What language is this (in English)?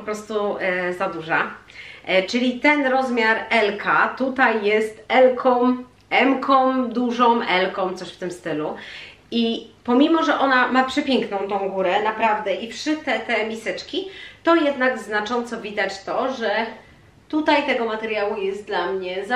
Polish